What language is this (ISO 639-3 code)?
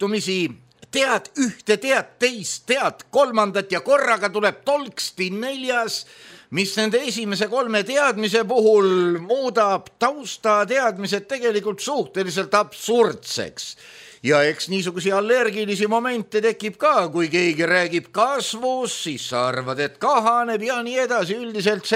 est